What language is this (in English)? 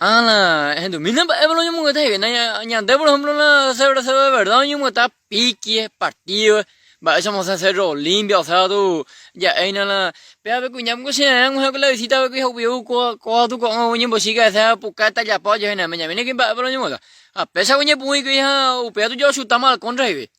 Guarani